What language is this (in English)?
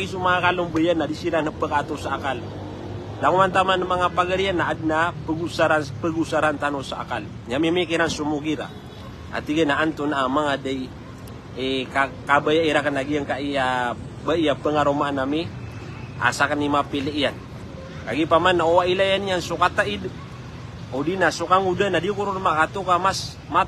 Maranao